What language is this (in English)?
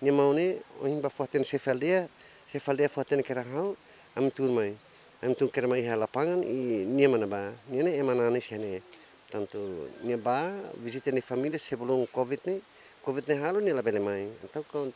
Tetum